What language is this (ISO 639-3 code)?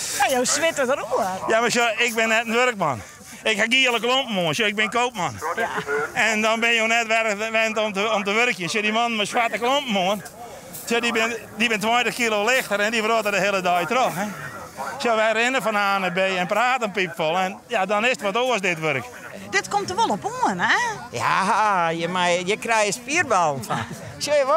fry